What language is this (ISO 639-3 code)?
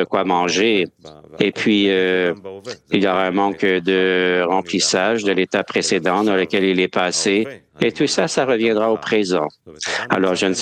fra